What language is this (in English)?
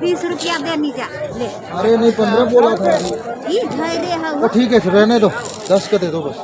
Manipuri